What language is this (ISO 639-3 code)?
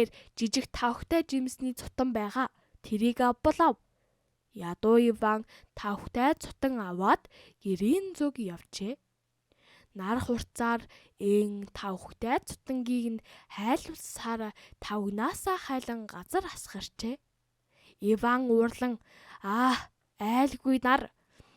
mon